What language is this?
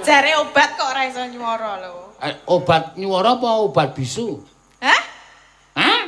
Javanese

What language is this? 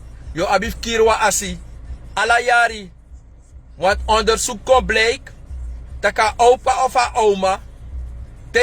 Sranan Tongo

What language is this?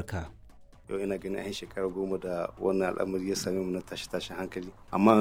Hausa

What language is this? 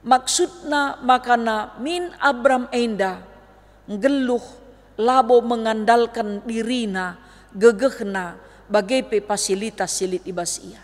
Batak Karo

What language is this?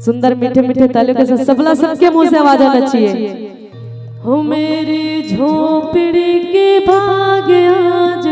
Chhattisgarhi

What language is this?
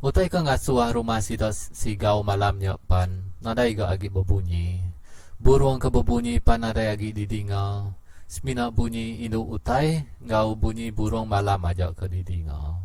Iban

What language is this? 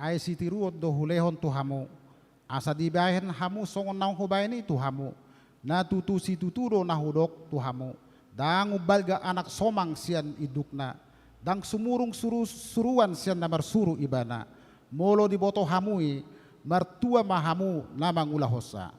Batak Toba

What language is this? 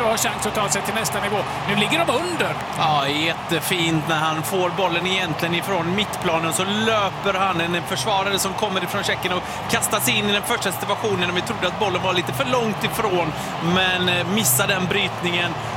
Swedish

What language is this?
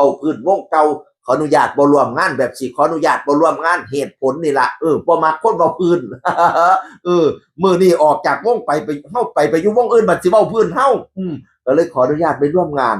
Northeastern Thai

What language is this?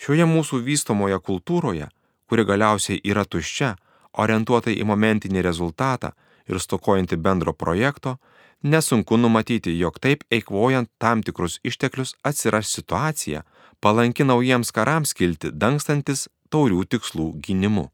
Lithuanian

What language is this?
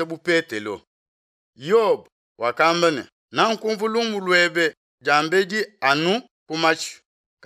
Luba-Lulua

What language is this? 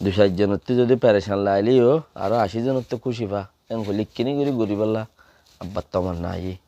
Rohingya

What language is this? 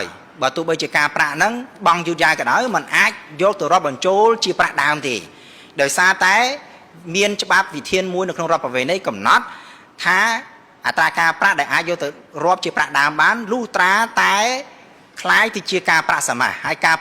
Khmer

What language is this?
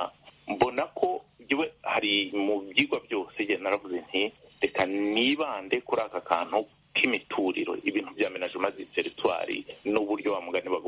Kinyarwanda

